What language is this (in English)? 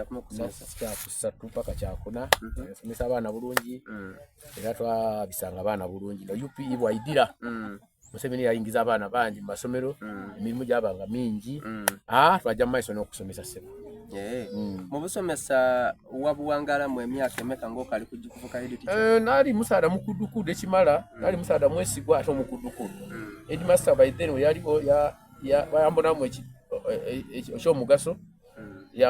Soga